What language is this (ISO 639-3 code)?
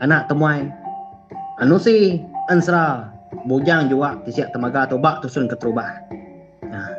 iba